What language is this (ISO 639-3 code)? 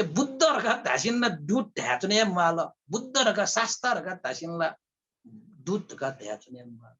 new